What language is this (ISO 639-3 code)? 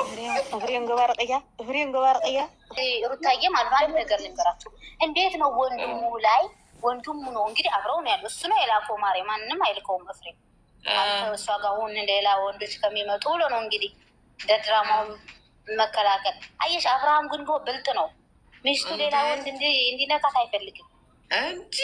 amh